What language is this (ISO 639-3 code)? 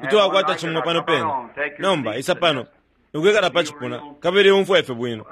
bem